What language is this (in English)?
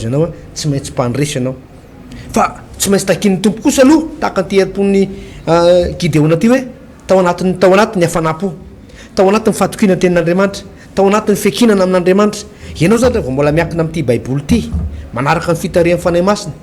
Malagasy